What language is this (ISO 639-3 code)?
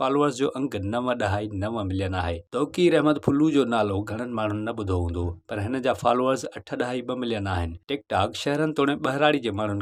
snd